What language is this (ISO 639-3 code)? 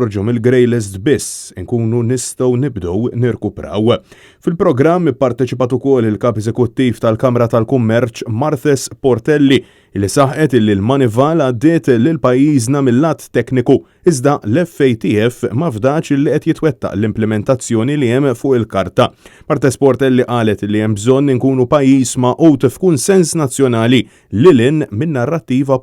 mlt